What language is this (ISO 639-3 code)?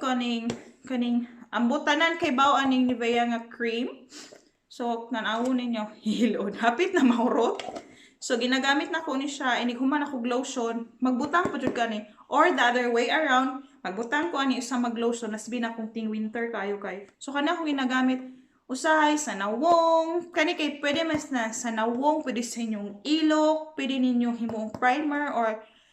ceb